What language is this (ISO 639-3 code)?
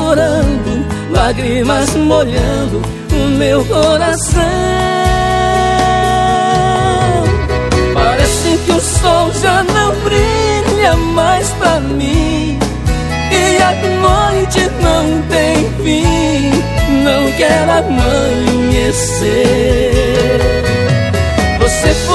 por